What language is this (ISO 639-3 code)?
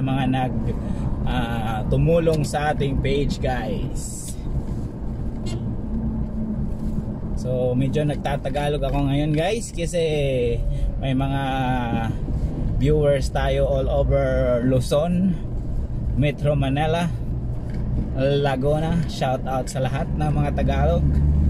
fil